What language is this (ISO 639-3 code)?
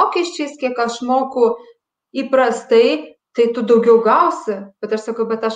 lit